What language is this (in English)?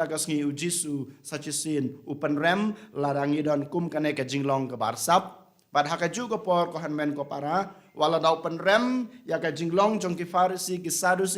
Khasi